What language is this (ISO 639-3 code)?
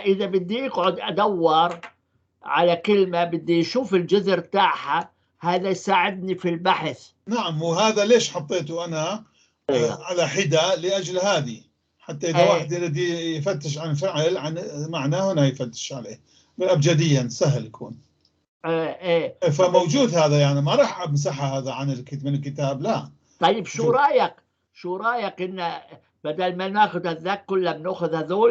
apc